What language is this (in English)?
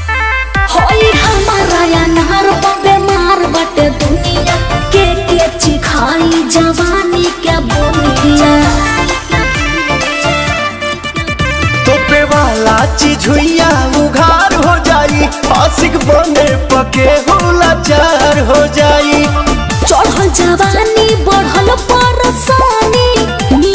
Bhojpuri